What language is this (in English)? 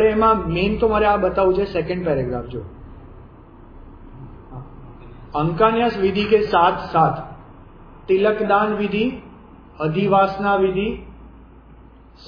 Gujarati